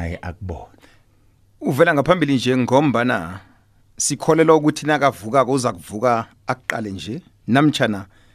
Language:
South Ndebele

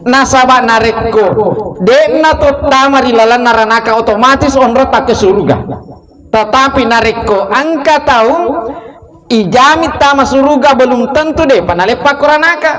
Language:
Buginese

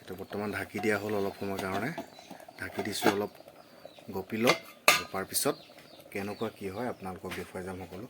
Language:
Assamese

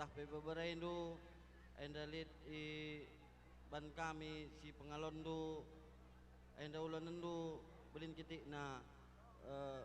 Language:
Batak Karo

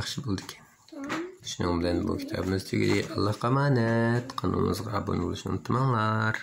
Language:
Uyghur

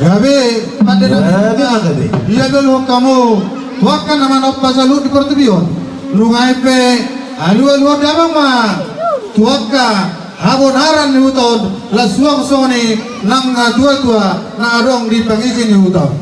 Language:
Batak Toba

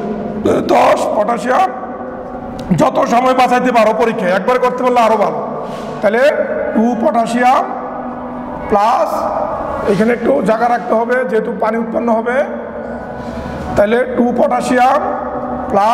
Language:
Bangla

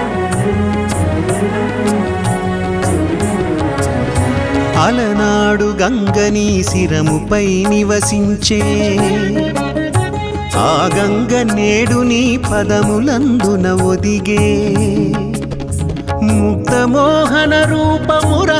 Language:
Telugu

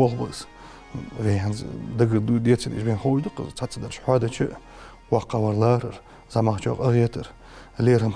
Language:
Ingush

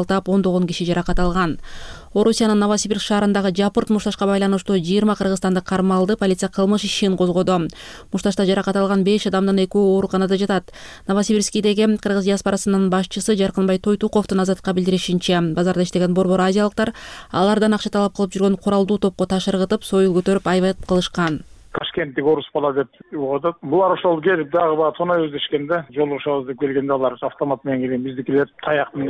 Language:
Kyrgyz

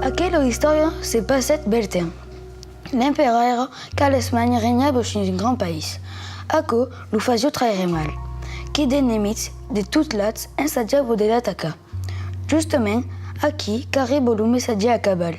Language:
Occitan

